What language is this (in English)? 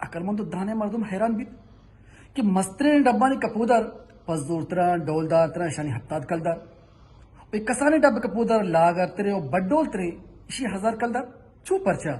Baluchi